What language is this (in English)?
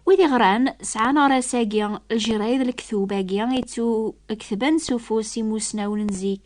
Kabyle